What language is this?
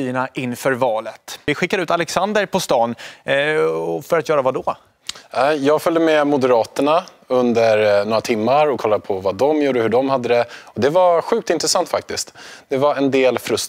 Swedish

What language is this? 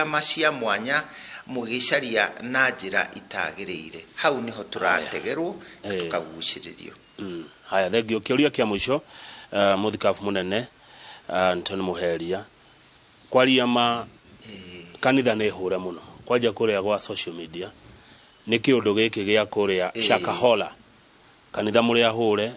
Kikuyu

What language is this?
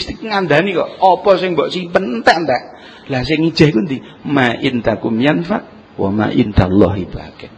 Javanese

